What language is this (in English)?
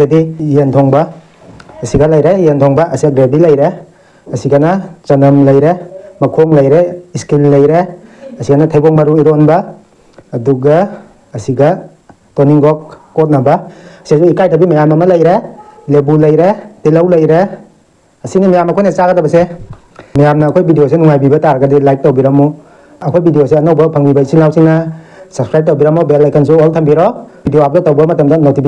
Manipuri